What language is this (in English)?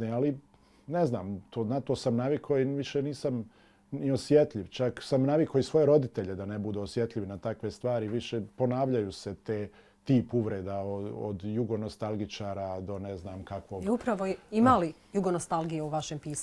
Bosnian